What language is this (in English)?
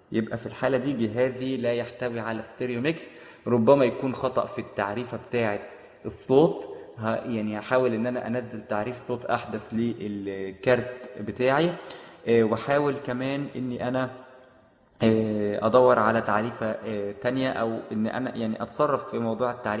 Egyptian Arabic